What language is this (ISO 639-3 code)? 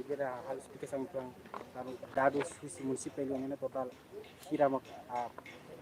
tet